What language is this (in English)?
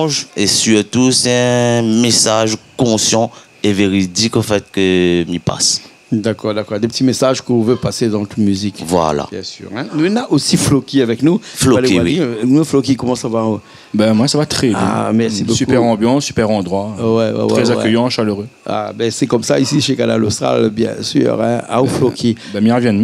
Réunion Creole French